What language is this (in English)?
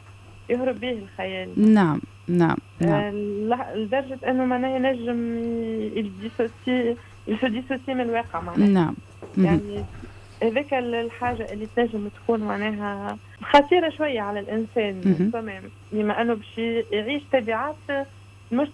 Tunisian Arabic